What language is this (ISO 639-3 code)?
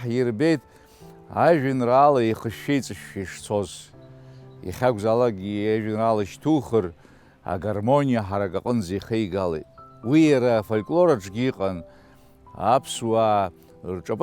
abk